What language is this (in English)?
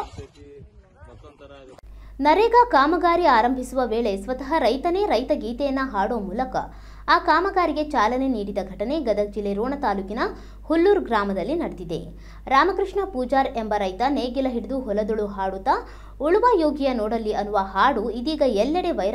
Kannada